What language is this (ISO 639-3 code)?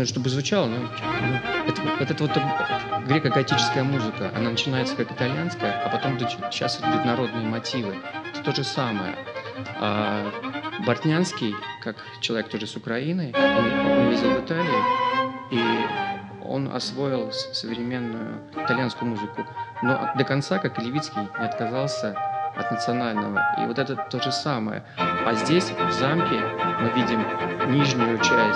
rus